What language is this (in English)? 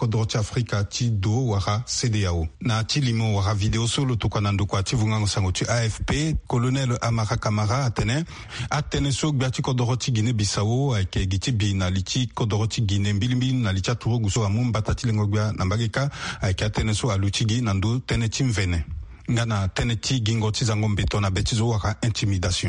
Sango